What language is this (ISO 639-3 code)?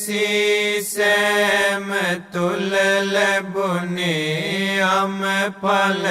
sin